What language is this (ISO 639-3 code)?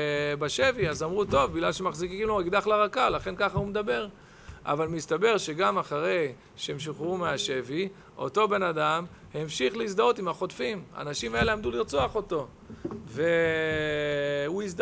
heb